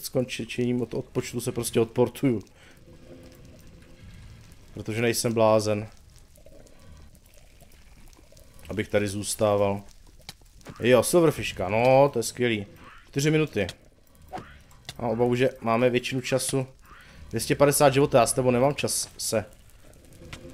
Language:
Czech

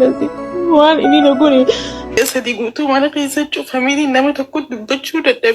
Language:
Oromo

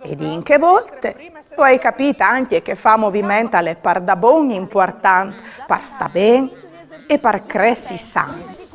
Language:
Friulian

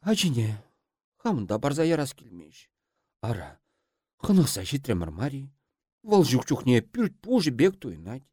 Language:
Chuvash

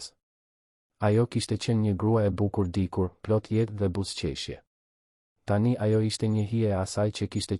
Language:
Albanian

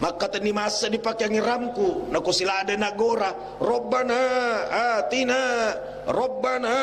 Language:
Buginese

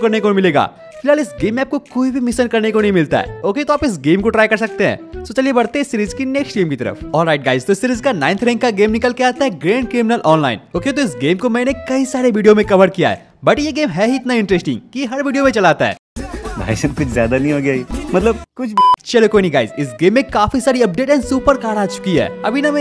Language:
Hindi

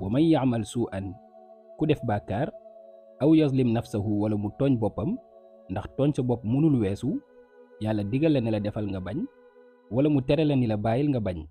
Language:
Wolof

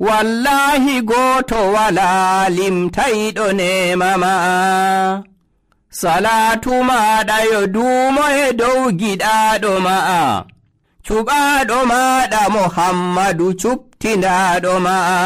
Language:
Nigerian Fulfulde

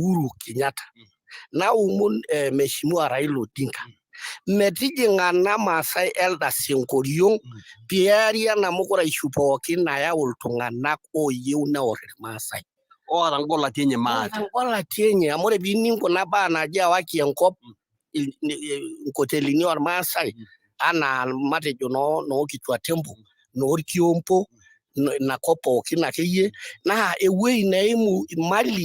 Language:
Masai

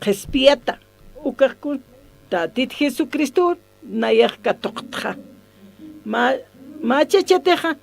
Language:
Aymara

